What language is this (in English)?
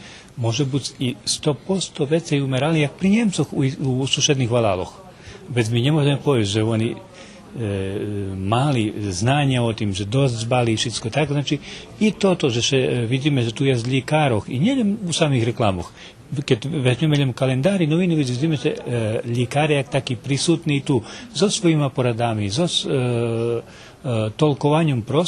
Rusyn